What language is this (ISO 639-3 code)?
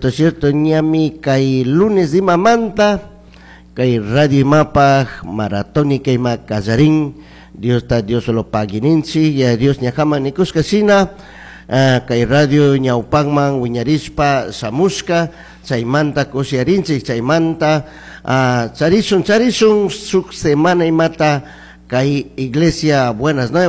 qug